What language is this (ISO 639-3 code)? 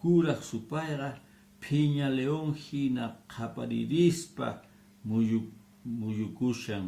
que